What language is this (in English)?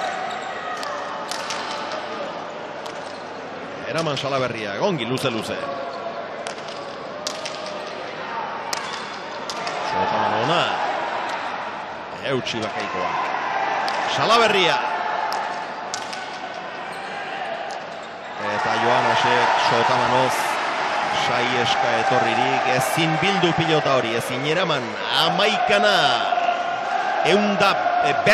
Basque